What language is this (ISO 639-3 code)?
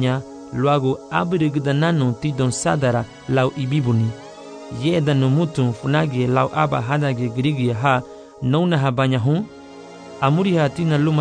cab